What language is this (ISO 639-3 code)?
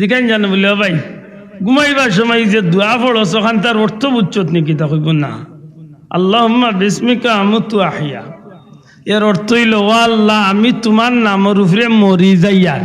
syl